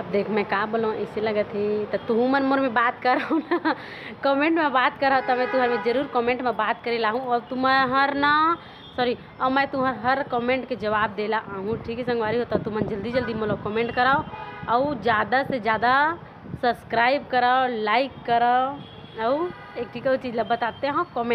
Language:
Chhattisgarhi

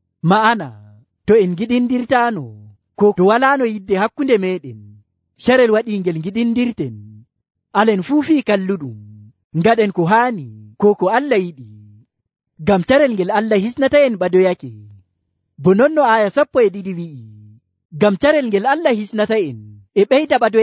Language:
Nigerian Fulfulde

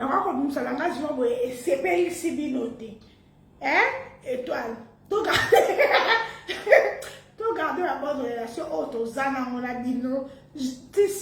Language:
Lingala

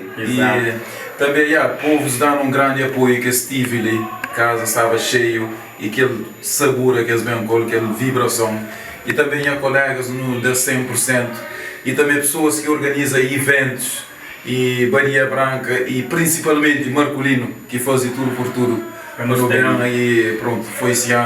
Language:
Kabuverdianu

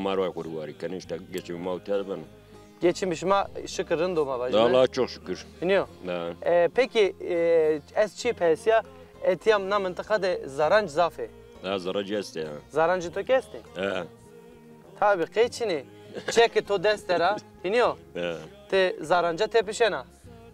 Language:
Zaza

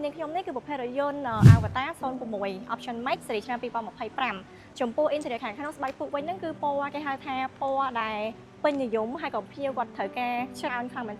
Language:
Khmer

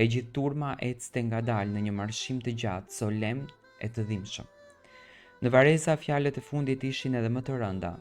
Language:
Albanian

